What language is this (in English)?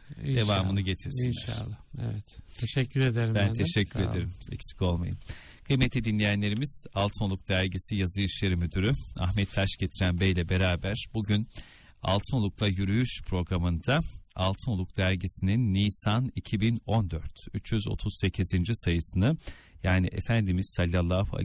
Turkish